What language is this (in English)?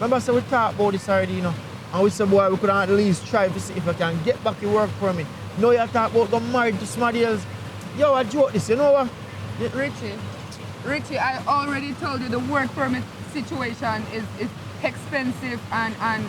Jamaican Creole English